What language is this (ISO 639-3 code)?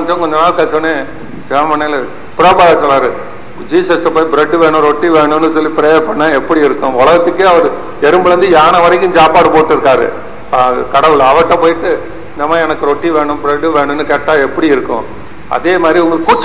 tam